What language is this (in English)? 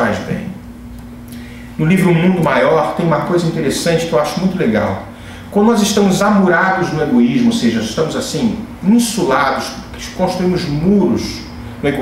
Portuguese